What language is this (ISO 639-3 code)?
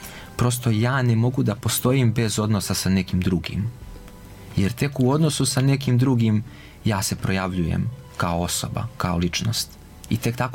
srp